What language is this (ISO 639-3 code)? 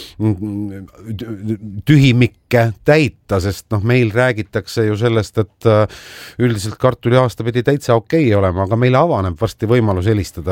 est